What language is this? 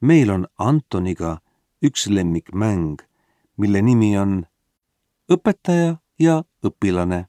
Estonian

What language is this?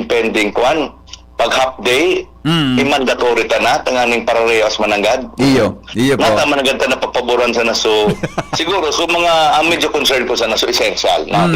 Bikol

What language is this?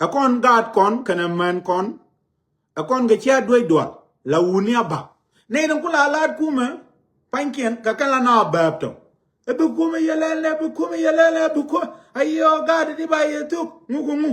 Nuer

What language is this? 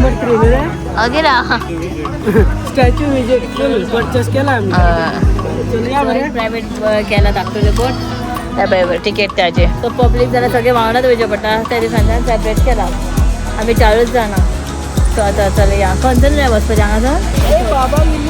Konkani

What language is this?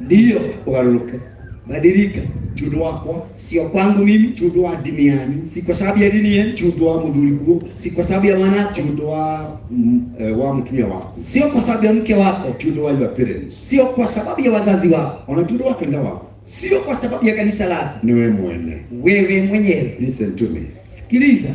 Kikuyu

